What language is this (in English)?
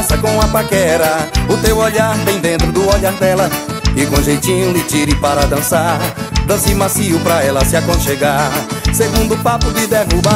Portuguese